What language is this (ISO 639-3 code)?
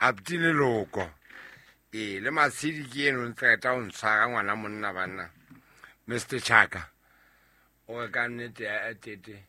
sot